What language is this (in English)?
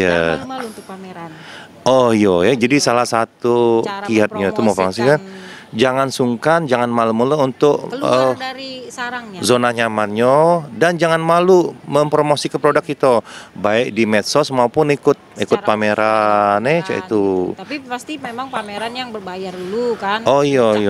Musi